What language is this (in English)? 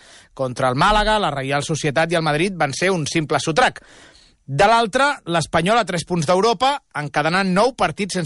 Catalan